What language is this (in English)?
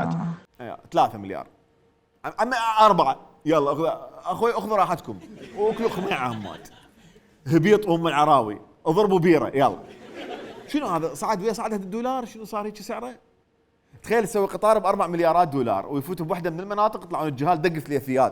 Mesopotamian Arabic